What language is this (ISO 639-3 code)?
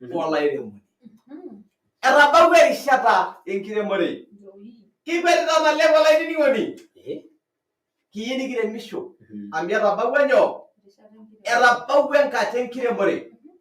mas